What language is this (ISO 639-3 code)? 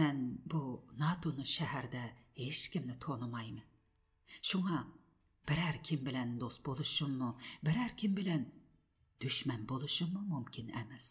uig